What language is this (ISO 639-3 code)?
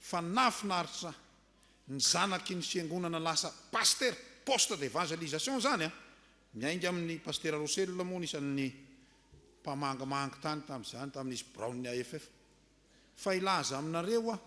mlg